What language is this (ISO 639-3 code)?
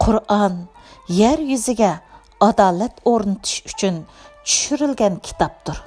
uig